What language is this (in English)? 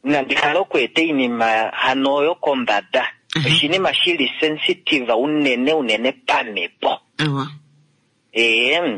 Kuanyama